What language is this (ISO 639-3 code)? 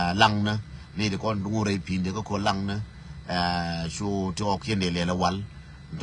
nus